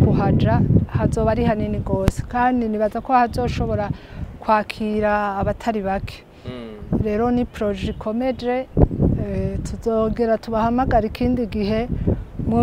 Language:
Rundi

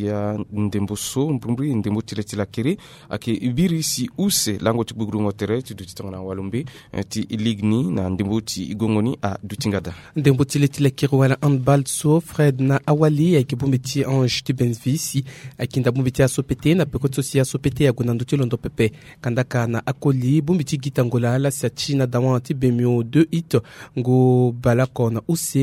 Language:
Sango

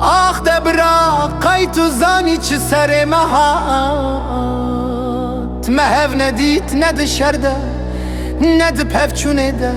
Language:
Kurdish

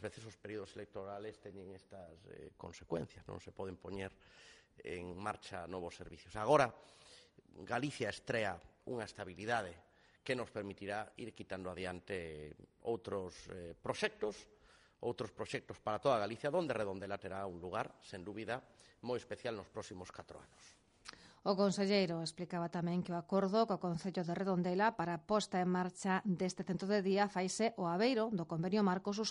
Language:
Galician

